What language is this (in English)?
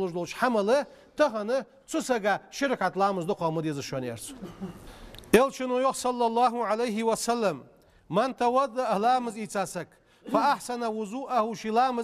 Ingush